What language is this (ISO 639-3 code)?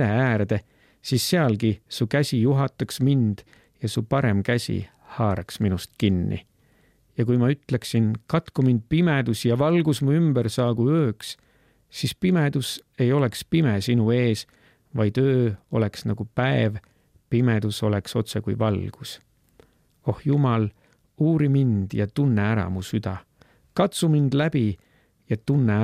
est